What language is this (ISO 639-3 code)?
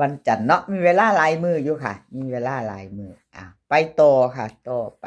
tts